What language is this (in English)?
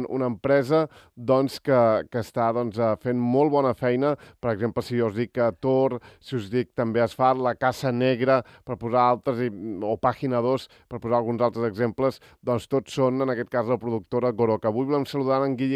Catalan